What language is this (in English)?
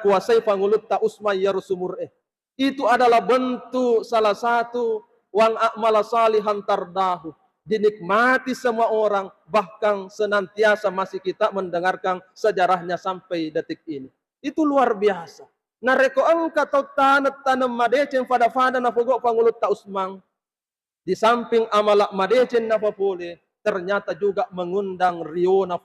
Buginese